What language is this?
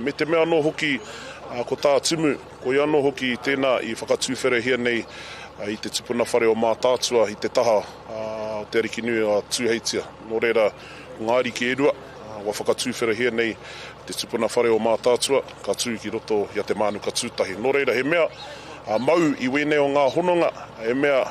Māori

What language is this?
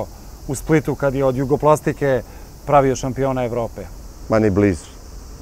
Serbian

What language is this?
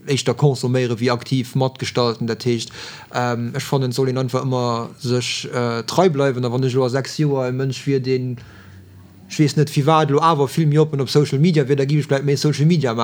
Luxembourgish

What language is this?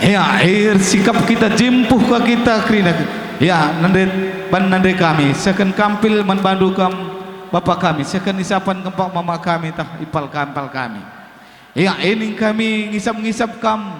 Batak Karo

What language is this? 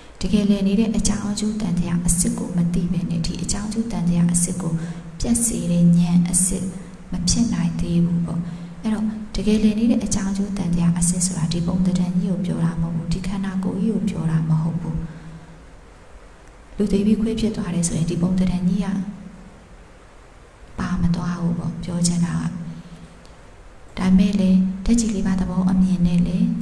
Burmese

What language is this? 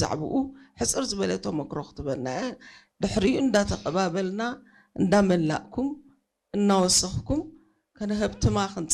Tigrinya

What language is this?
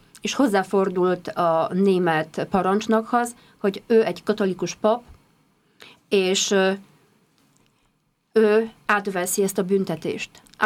Hungarian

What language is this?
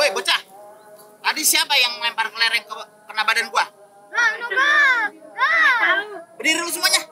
Betawi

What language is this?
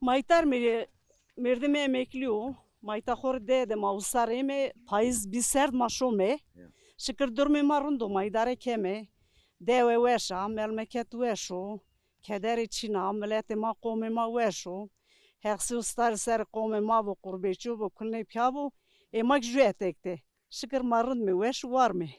Zaza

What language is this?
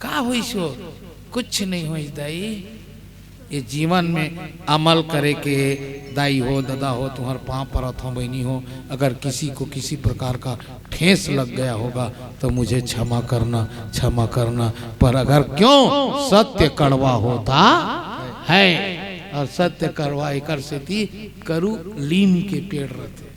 Chhattisgarhi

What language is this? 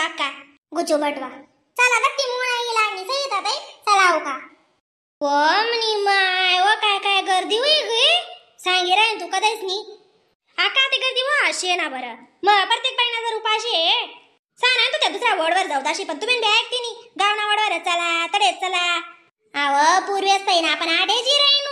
Khandesi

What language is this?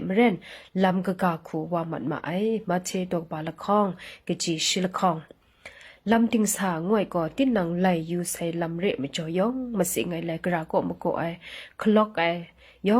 Kachin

